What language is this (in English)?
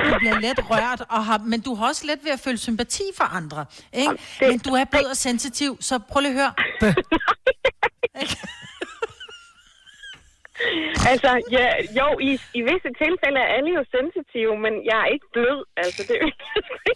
Danish